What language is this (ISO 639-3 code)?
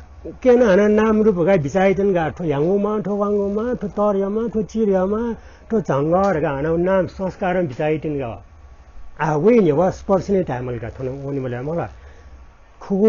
new